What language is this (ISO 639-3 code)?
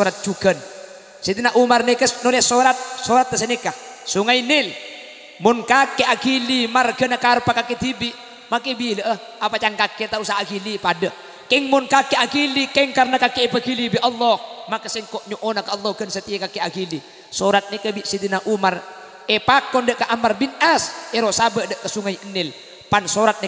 mad